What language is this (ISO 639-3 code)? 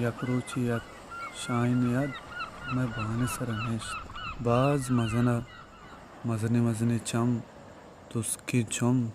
bal